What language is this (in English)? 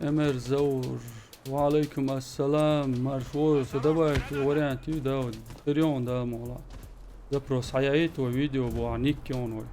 Chechen